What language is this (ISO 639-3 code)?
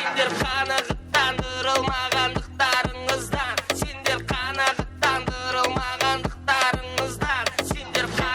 kaa